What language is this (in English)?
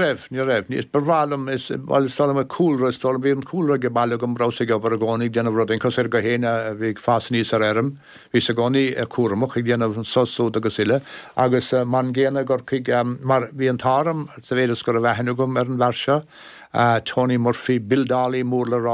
Irish